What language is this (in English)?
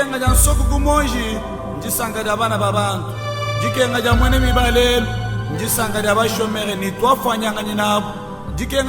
Luba-Lulua